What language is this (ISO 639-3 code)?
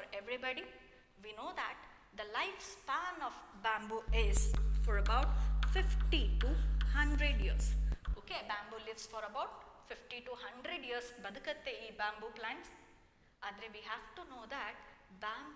kan